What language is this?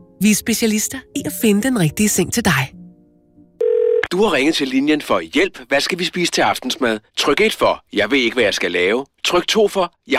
Danish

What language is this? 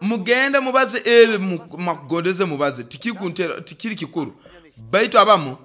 Nyoro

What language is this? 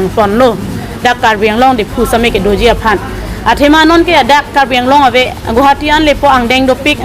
Karbi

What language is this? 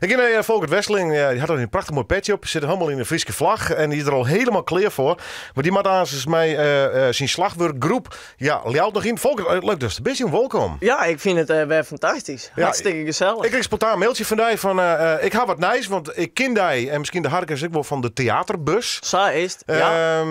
Western Frisian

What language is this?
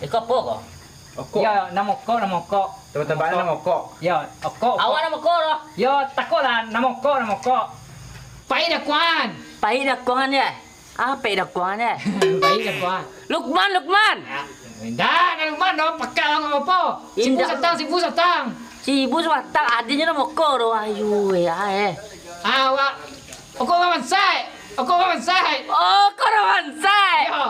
Minangkabau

